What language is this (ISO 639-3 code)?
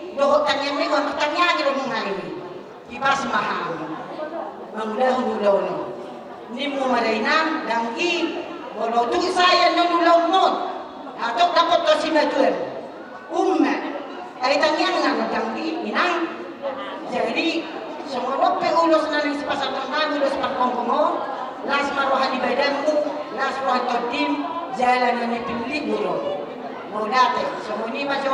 bbc